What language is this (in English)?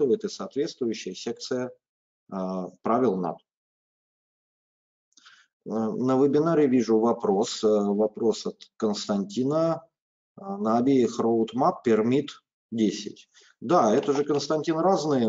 Russian